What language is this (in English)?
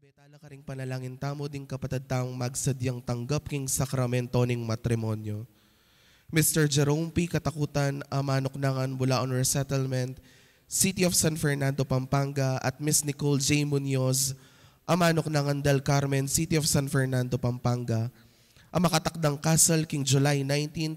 Pampanga